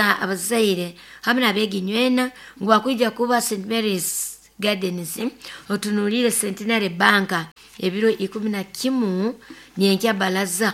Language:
Nyoro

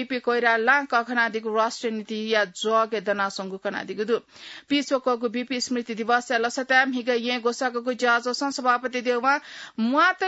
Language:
Newari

